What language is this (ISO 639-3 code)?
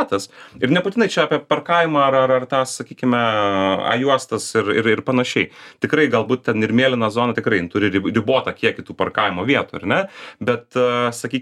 lit